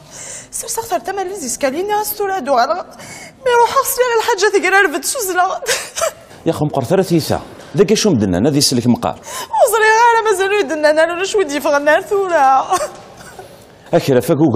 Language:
Kabyle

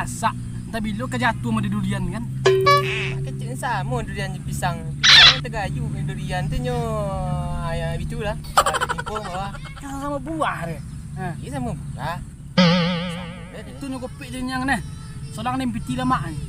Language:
Minangkabau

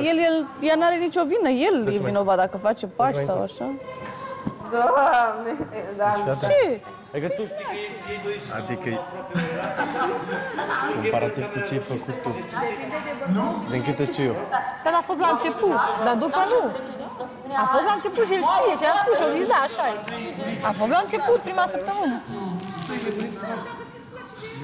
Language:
Romanian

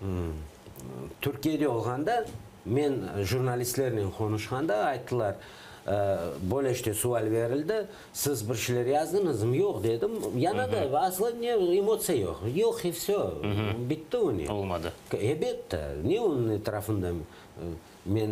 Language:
Crimean Tatar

